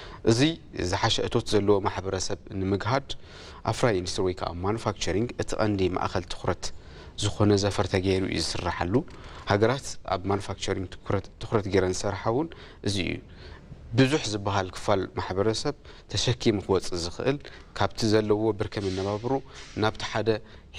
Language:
Tigrinya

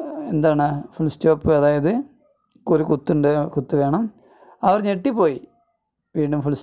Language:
Malayalam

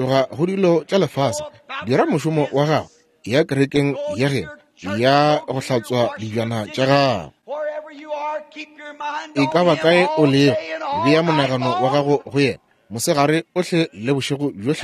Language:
Northern Sotho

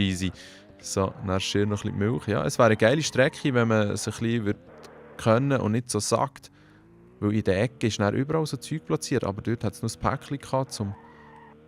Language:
Swiss German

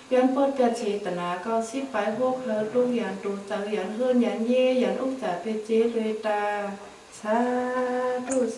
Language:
Shan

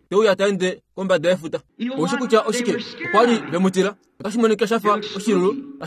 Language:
Kuanyama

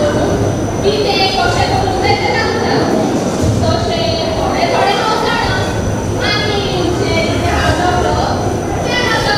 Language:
Konkani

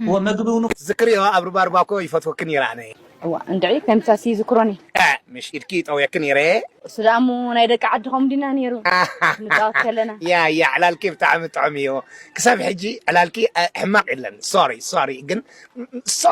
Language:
Tigrinya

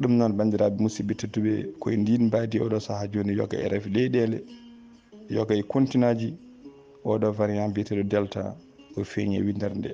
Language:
Fula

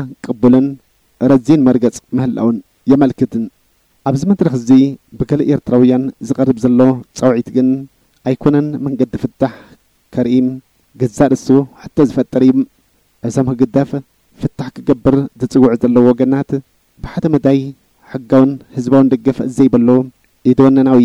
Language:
Tigrinya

